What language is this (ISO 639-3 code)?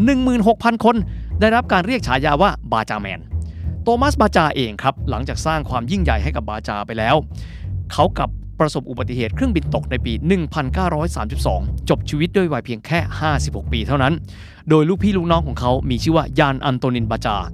tha